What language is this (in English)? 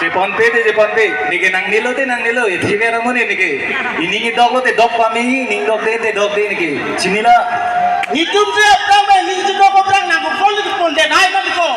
Karbi